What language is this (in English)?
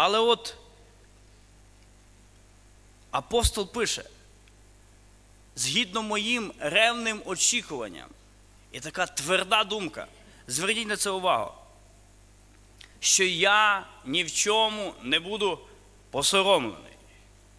Ukrainian